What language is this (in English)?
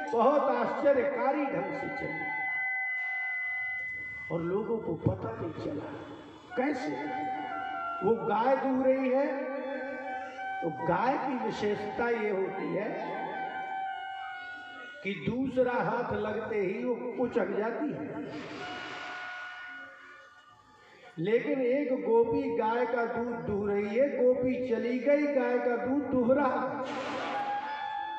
Hindi